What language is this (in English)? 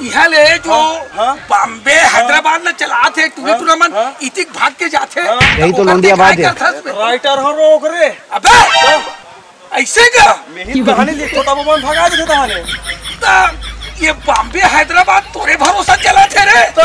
Chhattisgarhi